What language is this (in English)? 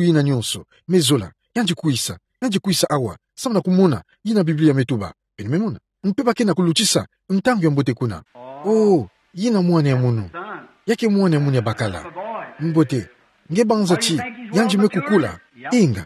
Kituba (Democratic Republic of Congo)